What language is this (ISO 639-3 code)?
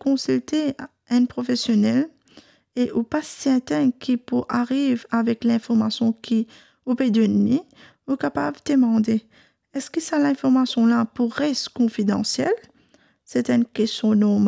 mfe